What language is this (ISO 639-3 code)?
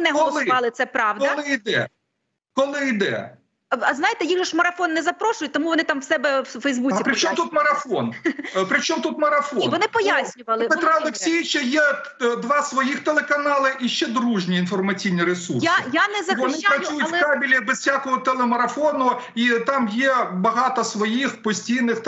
ukr